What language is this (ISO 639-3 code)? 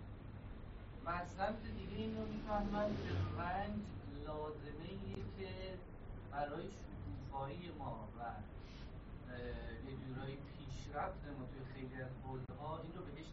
fas